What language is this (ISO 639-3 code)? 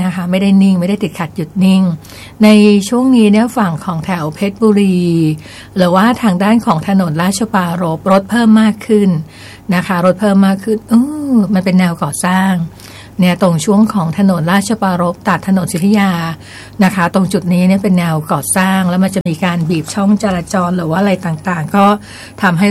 tha